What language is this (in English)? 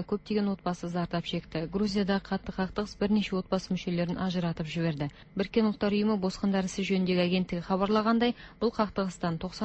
Kazakh